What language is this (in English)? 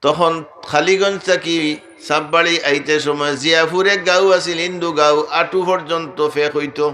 Sylheti